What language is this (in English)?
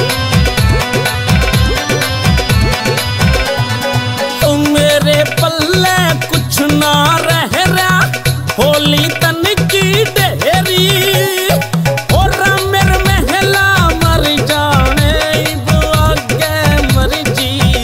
Hindi